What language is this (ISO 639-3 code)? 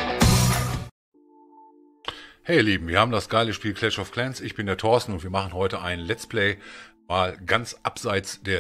deu